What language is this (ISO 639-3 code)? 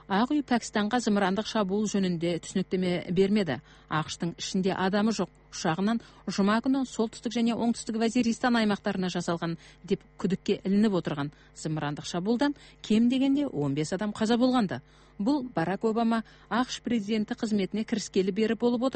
kaz